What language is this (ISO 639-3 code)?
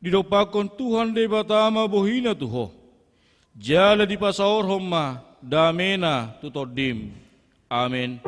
bbc